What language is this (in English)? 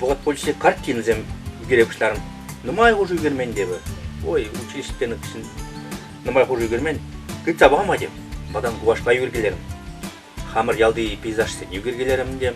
Chuvash